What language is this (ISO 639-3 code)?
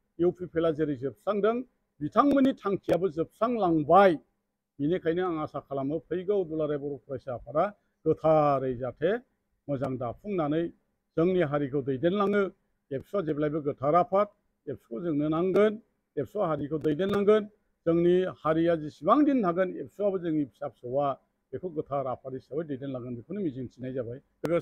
brx